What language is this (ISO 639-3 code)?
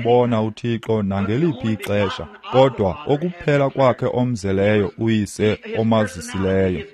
xho